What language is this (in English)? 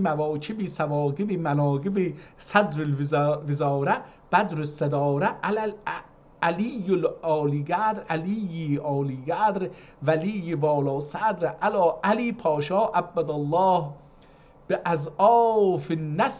South Azerbaijani